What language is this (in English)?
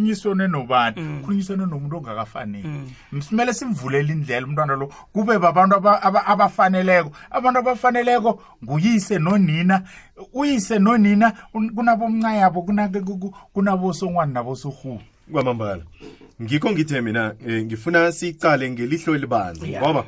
South Ndebele